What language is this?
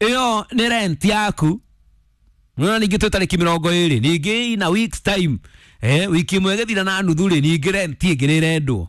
Kikuyu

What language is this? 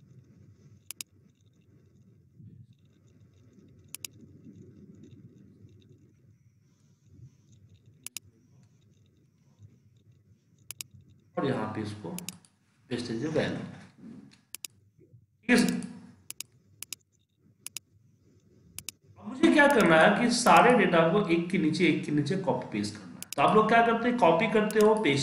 Hindi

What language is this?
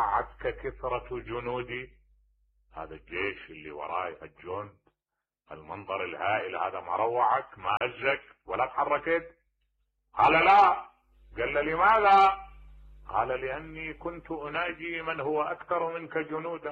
Mesopotamian Arabic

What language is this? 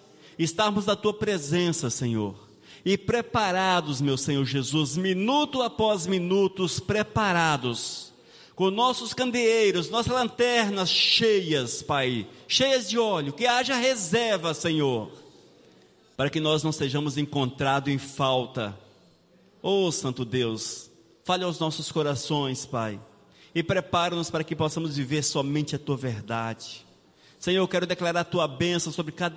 Portuguese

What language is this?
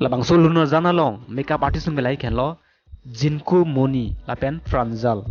Karbi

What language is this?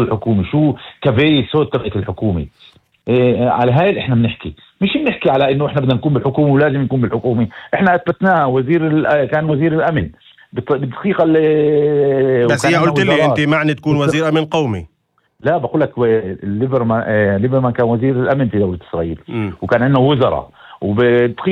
North Levantine Arabic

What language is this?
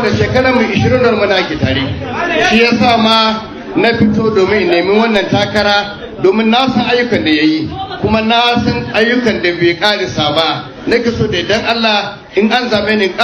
Hausa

